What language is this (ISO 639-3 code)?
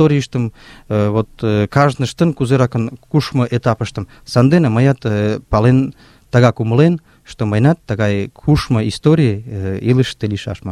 chm